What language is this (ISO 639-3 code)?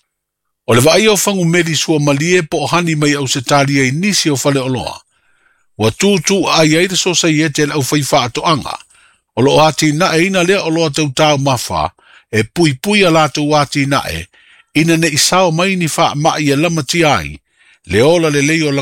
smo